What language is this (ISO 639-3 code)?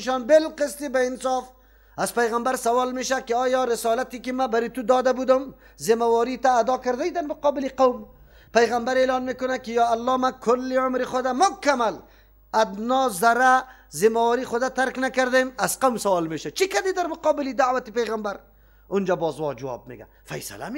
fas